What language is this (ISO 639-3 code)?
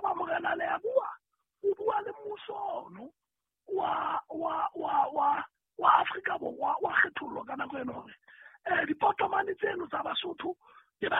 sot